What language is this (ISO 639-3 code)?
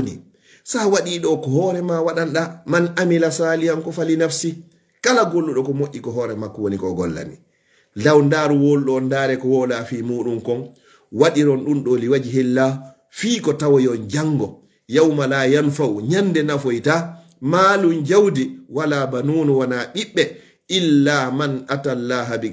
ful